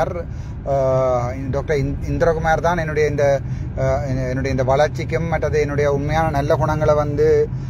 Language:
Tamil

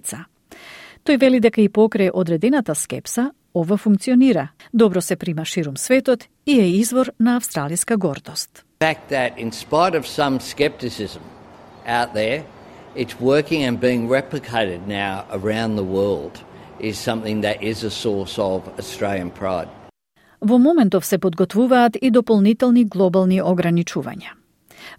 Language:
Macedonian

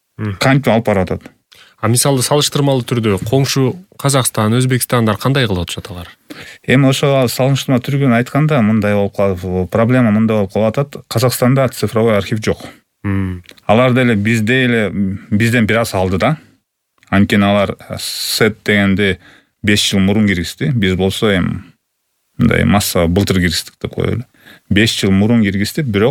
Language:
Kyrgyz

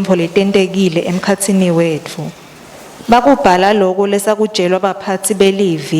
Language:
Swati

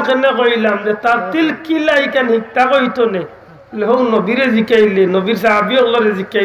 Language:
Sylheti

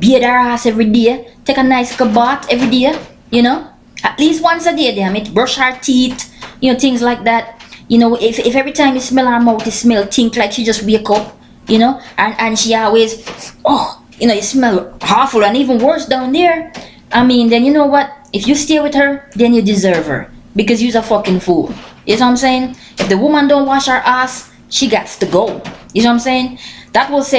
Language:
Jamaican Creole English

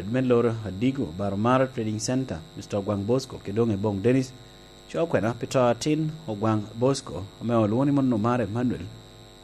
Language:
Lango (Uganda)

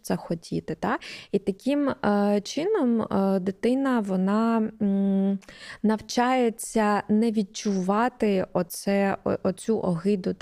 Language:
Ukrainian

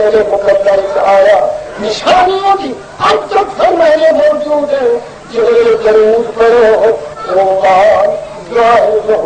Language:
Saraiki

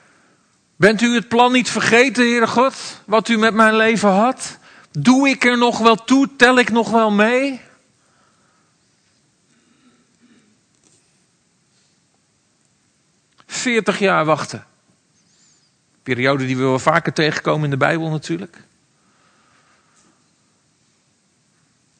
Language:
Dutch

